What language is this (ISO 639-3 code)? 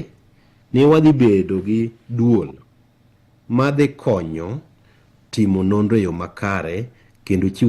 luo